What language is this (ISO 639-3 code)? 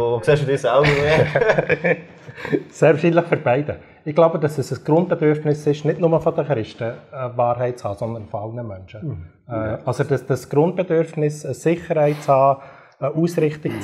gsw